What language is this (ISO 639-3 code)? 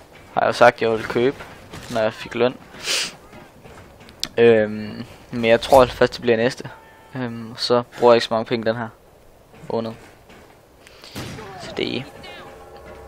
dan